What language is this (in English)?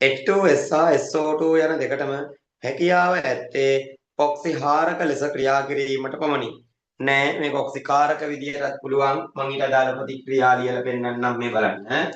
Sinhala